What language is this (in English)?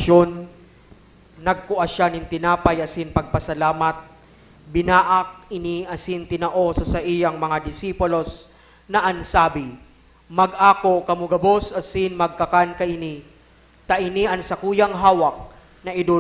Bikol